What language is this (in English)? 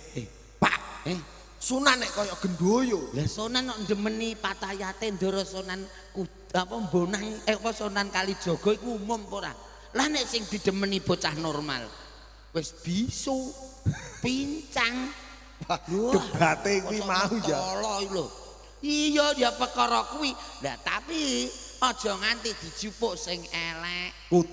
Javanese